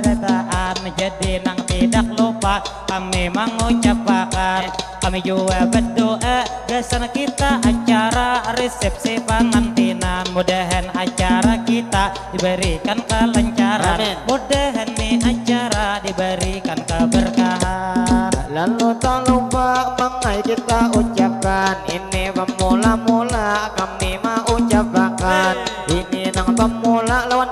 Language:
Banjar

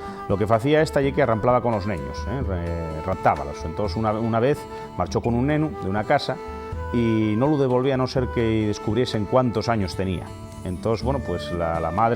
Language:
Asturian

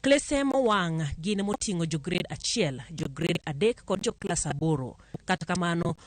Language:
Luo (Kenya and Tanzania)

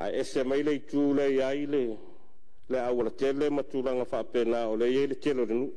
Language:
Samoan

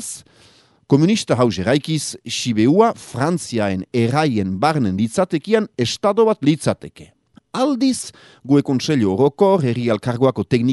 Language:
Basque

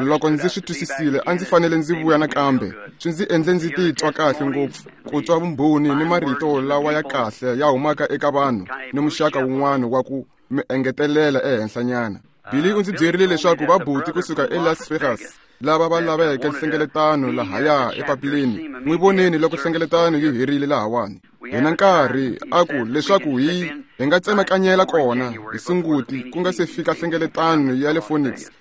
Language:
Tsonga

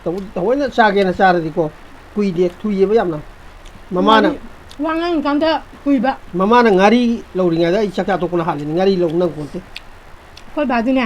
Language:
Manipuri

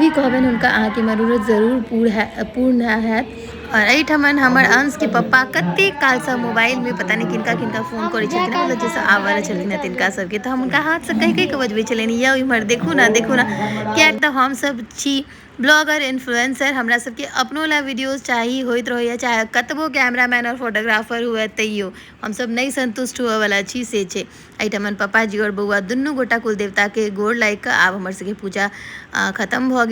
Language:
Maithili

